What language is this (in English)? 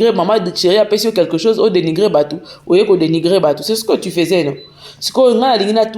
Lingala